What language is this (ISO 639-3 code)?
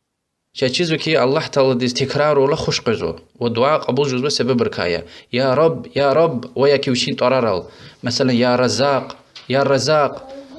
lez